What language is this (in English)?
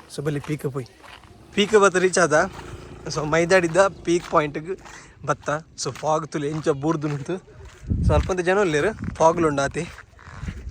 Tulu